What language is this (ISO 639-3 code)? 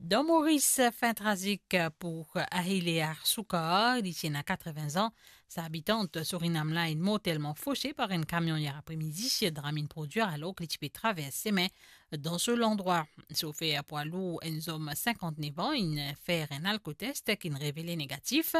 mfe